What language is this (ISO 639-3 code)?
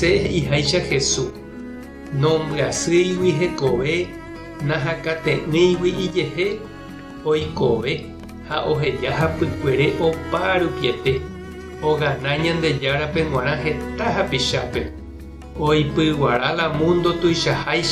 grn